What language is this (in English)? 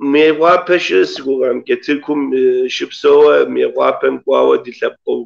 Kabardian